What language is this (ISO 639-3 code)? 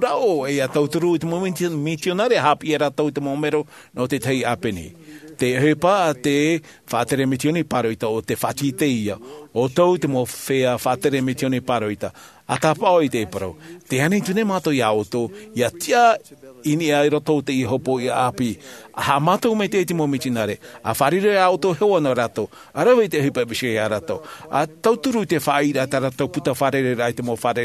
tah